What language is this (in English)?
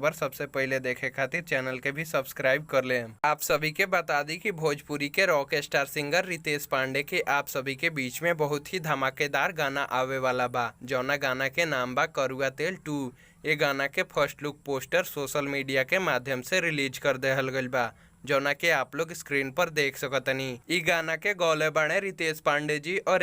Bhojpuri